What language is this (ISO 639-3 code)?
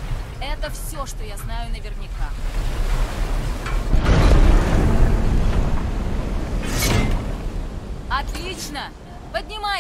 rus